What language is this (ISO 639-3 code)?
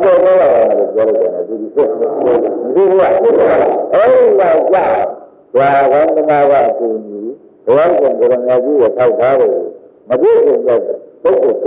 mya